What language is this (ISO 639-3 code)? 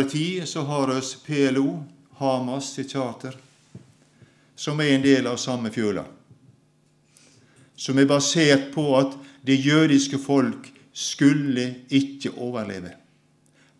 nor